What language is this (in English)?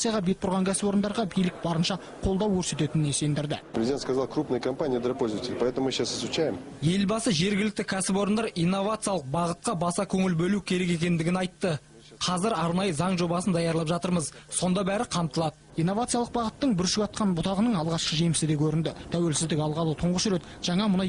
Kazakh